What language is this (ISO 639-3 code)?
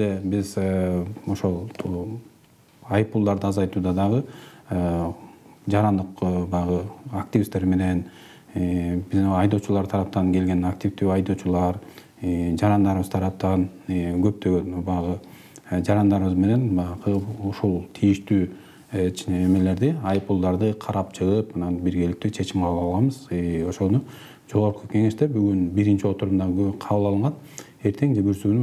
kir